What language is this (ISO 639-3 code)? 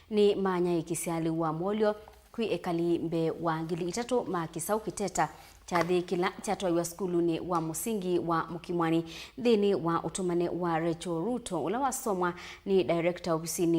kam